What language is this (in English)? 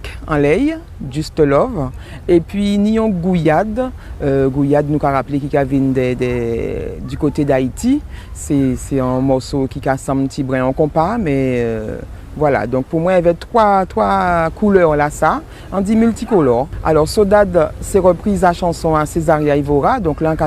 Guadeloupean Creole French